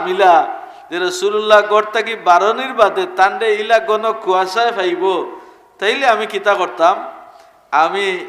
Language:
Sylheti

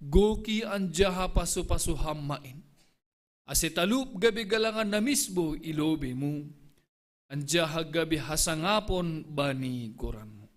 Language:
Batak Simalungun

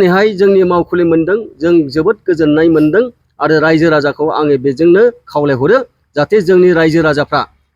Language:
Bodo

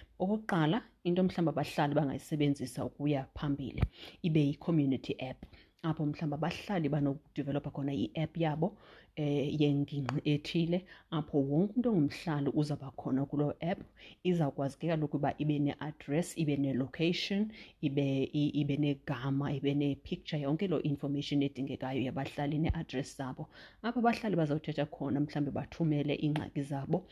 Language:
Xhosa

